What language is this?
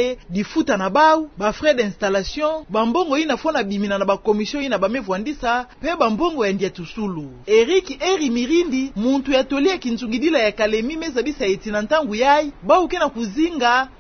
Kituba (Democratic Republic of Congo)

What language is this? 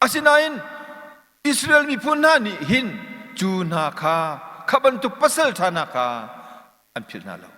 Hakha Chin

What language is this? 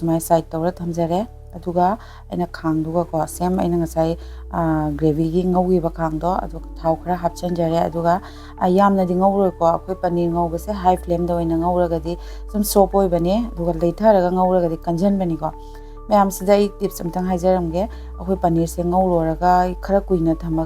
Manipuri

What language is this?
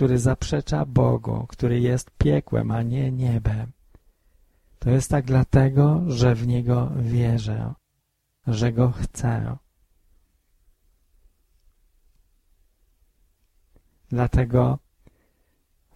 Polish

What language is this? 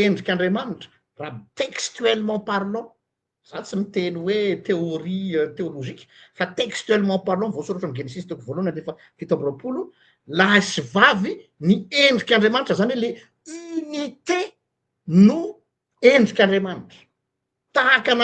Malagasy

